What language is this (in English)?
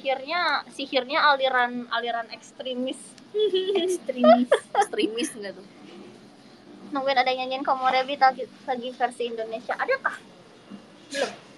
Indonesian